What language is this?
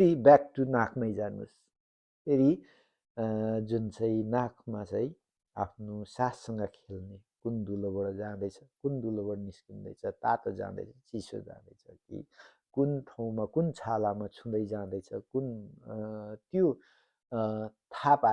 Nepali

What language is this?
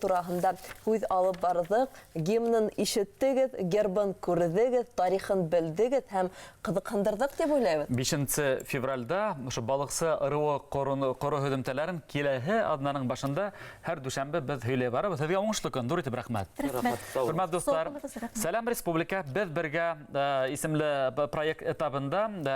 Bashkir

